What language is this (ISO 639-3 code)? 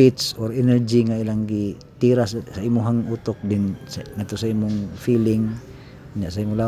ceb